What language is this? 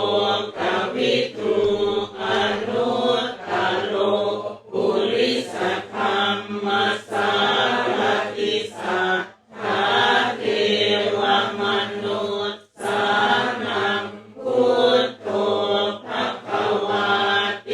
Pali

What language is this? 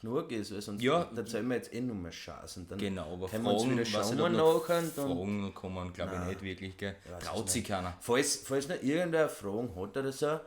Bavarian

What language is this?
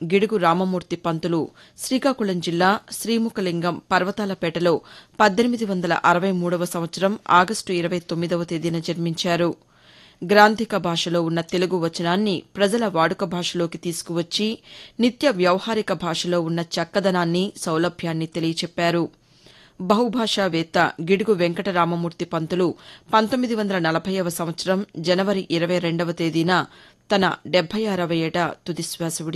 Telugu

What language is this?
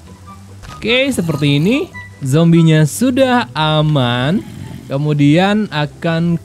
Indonesian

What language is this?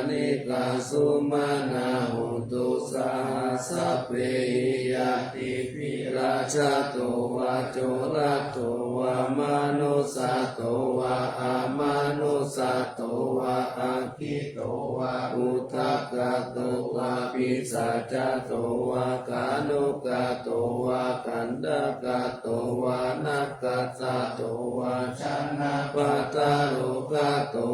Pali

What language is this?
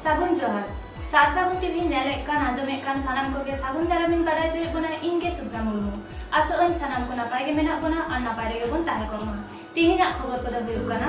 Santali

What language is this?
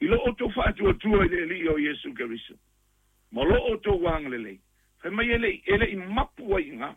Samoan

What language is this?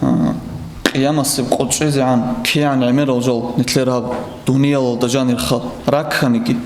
Avaric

